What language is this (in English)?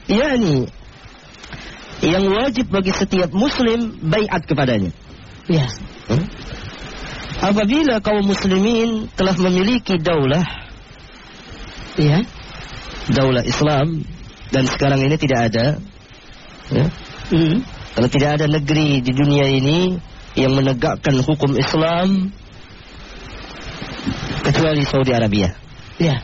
Indonesian